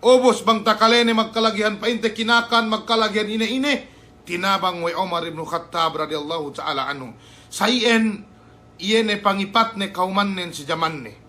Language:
Yakan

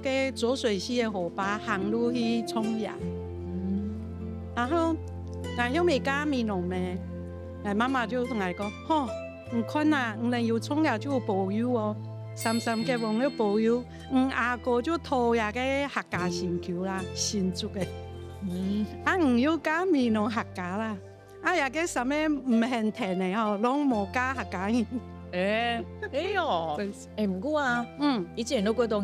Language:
Hakka Chinese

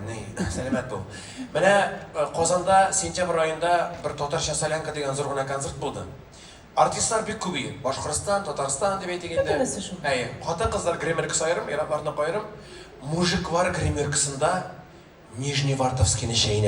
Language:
Bashkir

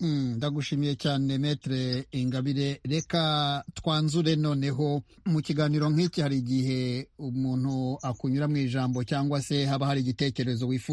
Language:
Kinyarwanda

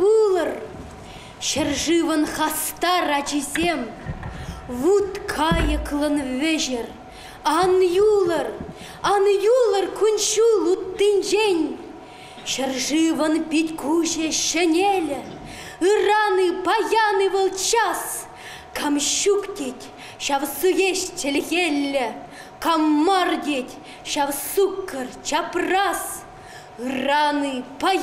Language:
Chuvash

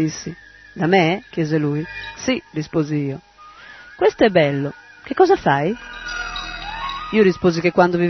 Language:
Italian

